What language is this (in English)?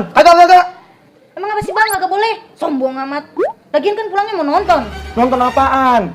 Betawi